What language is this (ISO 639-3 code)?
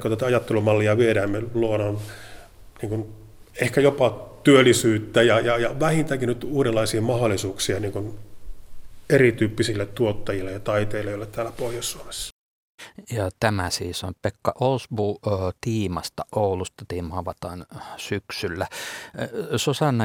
fin